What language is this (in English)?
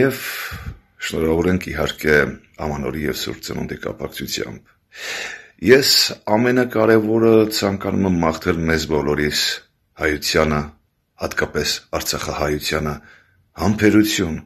Armenian